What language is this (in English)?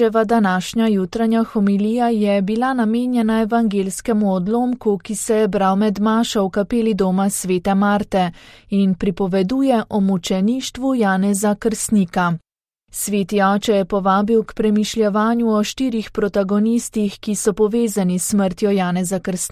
Slovenian